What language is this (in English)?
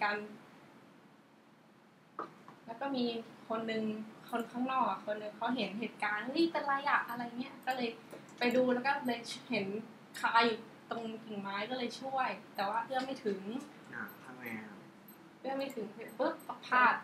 Thai